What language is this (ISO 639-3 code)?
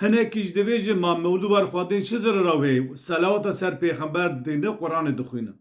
kur